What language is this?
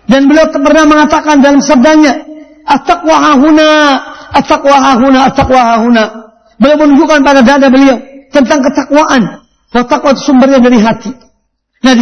Indonesian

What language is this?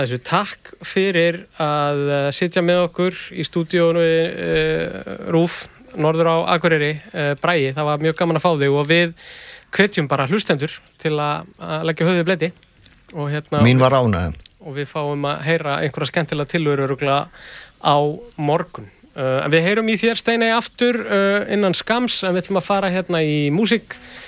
Icelandic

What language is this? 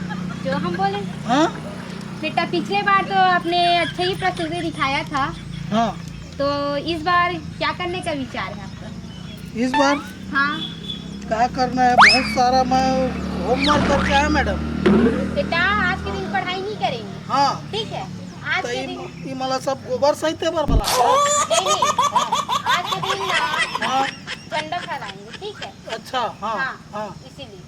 Chhattisgarhi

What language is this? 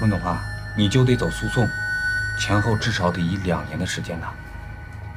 Chinese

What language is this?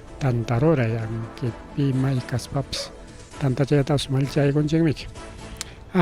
Ayacucho Quechua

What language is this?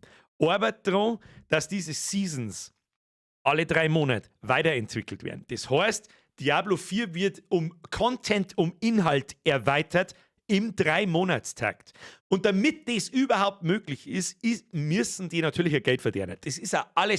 Bavarian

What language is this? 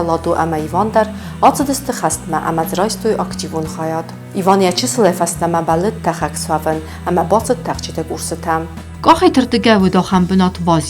Ossetic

